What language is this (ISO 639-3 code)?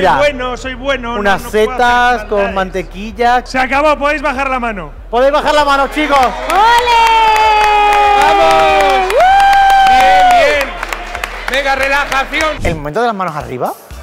spa